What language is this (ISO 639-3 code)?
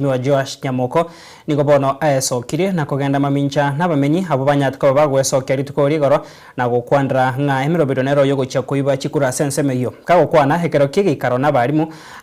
guz